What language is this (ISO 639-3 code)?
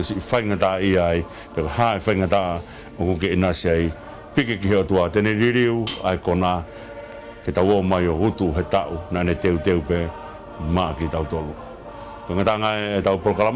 ton